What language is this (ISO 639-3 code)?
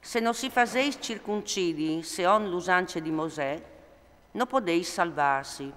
fur